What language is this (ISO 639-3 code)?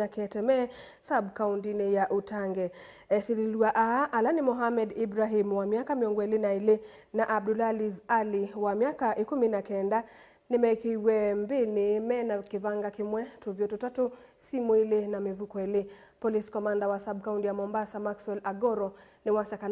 kam